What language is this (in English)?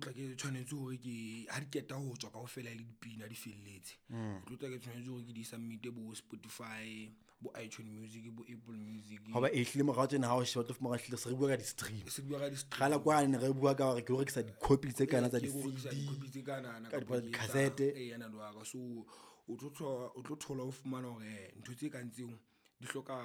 Southern Sotho